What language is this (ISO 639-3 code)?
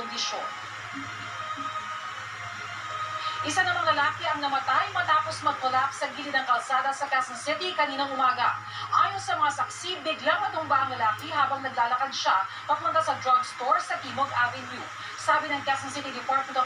fil